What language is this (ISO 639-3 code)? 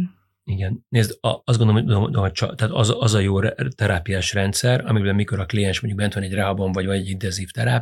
hun